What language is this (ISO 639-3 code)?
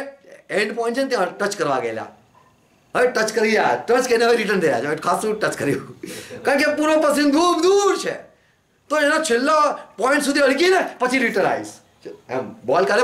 guj